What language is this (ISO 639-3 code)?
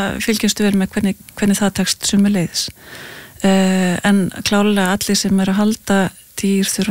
isl